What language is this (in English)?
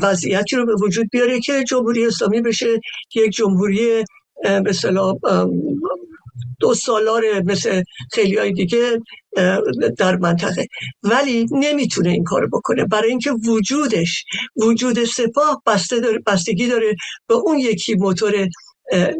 Persian